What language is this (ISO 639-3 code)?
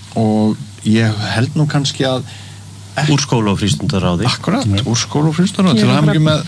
isl